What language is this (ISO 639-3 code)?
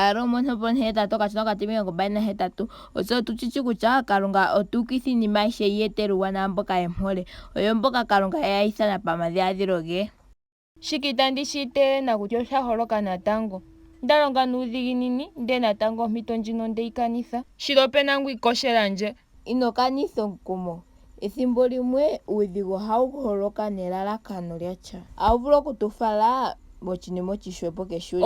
ndo